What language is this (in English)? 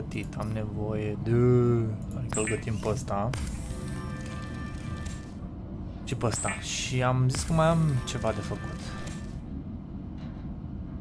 Romanian